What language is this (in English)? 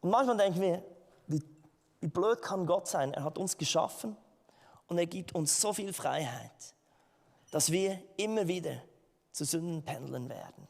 Swiss German